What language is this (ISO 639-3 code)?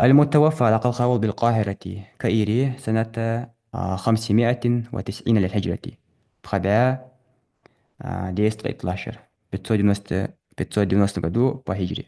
inh